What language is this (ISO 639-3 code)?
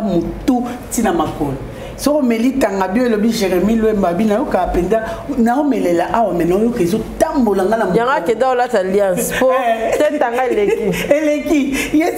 lin